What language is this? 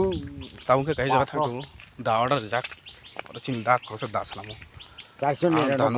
Kok Borok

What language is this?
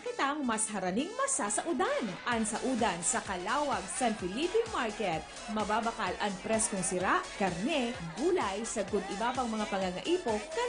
Bikol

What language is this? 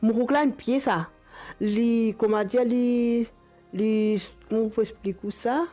Morisyen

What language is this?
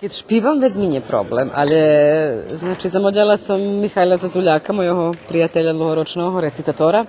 Rusyn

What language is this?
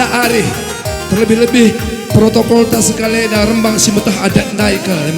Batak Karo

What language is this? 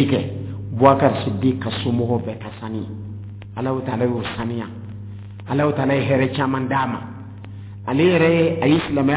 Dyula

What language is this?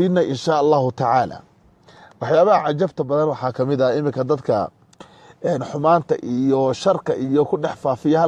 Somali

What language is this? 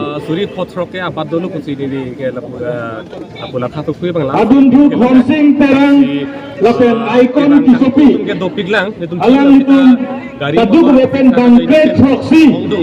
Karbi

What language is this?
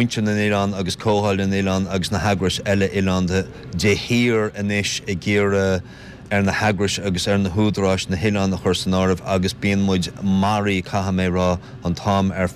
Irish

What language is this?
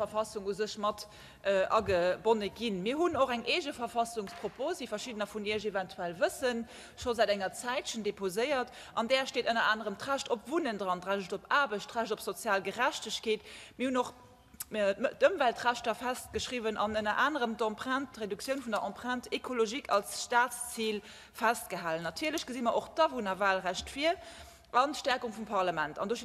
Luxembourgish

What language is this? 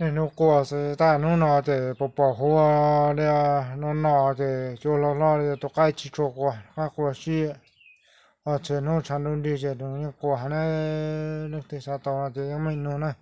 Hmong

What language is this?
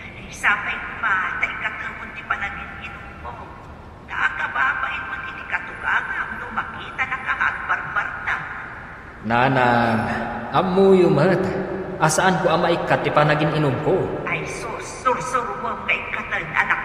Iloko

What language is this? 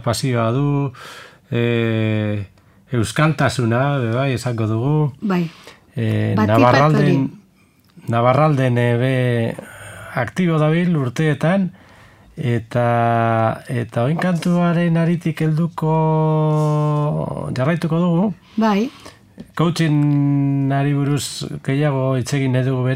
Basque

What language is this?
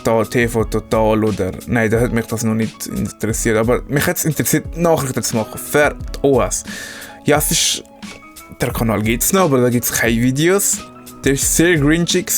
Swiss German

